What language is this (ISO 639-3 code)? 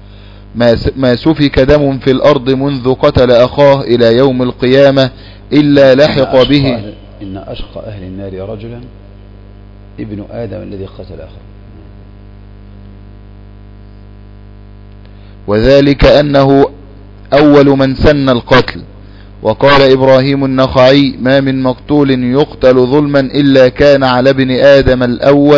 ara